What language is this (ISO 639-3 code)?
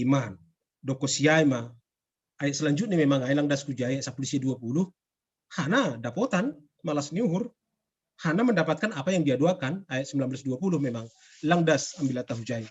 bts